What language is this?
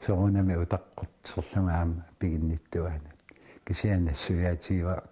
Kalaallisut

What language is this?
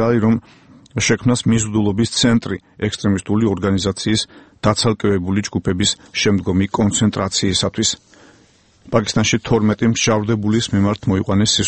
Georgian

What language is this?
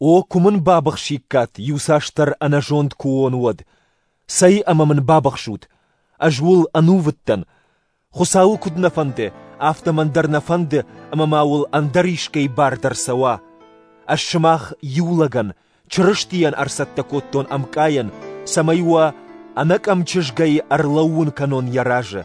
Ossetic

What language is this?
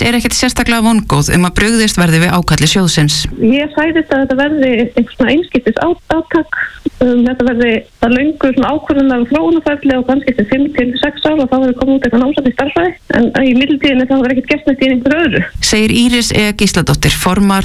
Icelandic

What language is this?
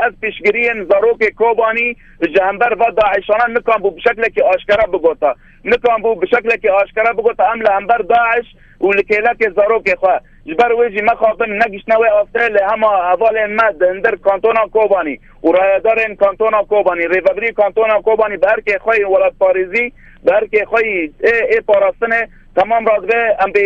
Kurdish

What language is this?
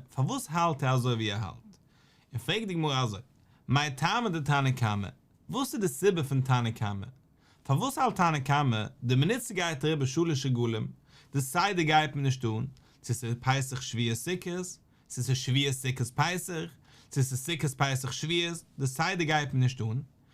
Yiddish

